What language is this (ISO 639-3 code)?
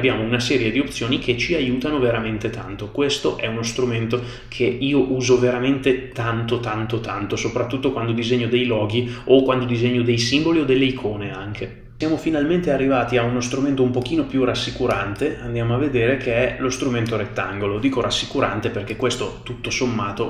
ita